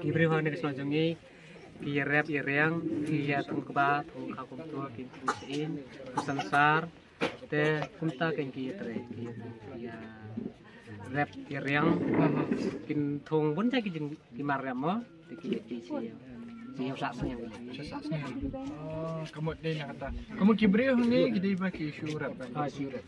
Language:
Khasi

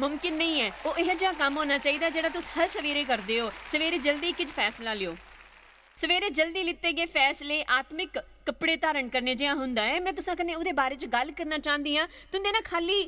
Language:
Dogri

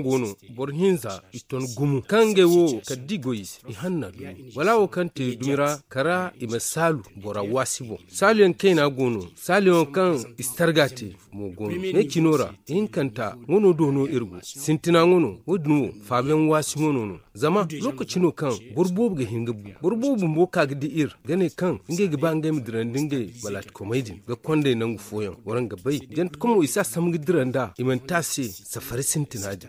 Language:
Zarma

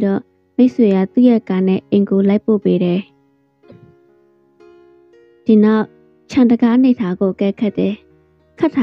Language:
Burmese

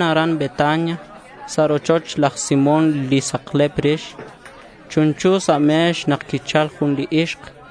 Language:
Kekchí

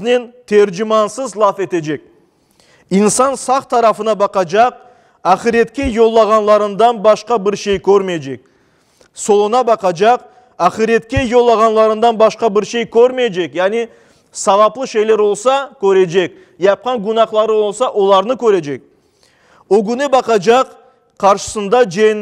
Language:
Crimean Tatar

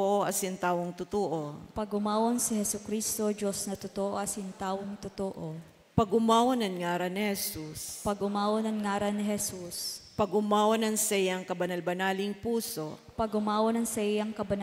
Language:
Bikol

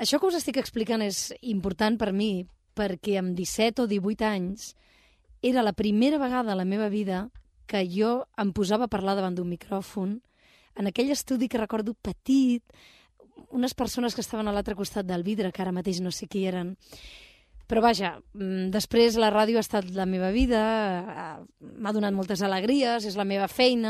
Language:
Catalan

